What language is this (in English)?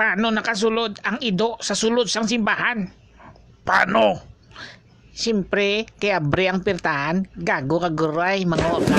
Hiligaynon